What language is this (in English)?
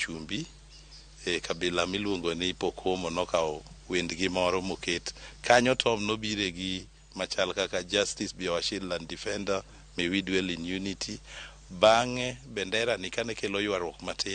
Luo (Kenya and Tanzania)